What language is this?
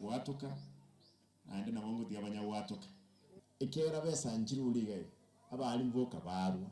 Gusii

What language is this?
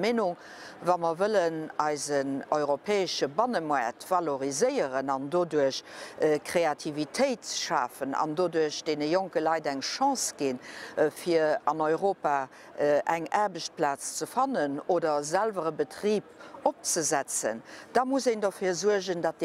Luxembourgish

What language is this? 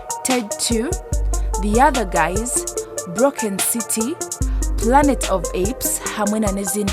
Nyankole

